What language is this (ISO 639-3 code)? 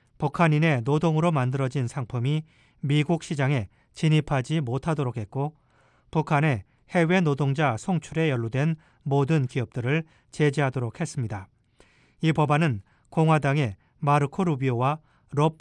kor